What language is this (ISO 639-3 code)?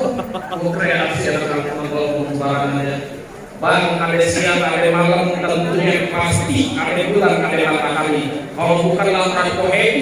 bew